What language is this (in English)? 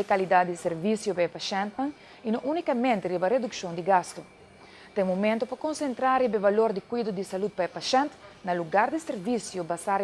Papiamento